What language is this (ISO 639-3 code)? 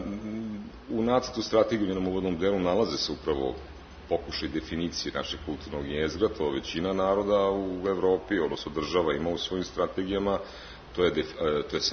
srp